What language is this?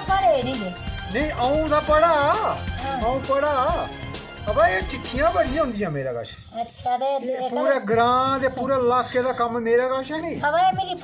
Dogri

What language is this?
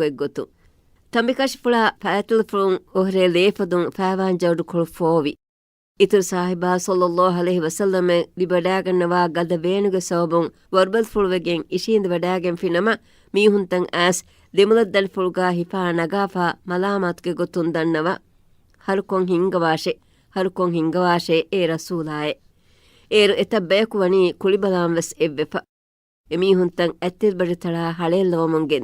Divehi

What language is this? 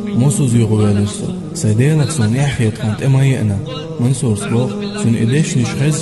Chechen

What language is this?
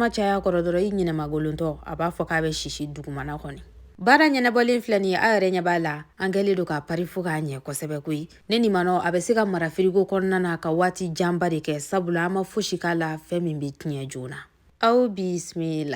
Bambara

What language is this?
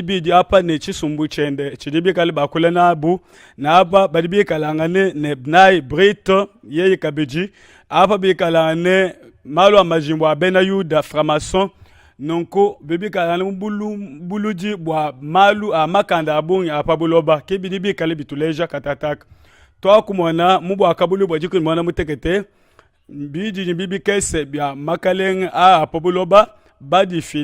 Luba-Lulua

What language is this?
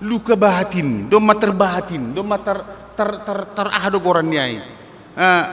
Batak Simalungun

